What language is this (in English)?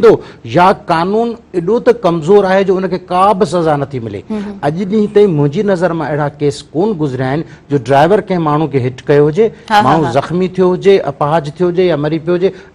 Sindhi